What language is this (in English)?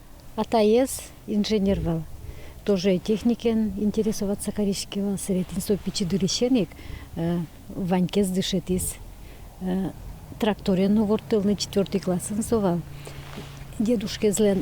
Udmurt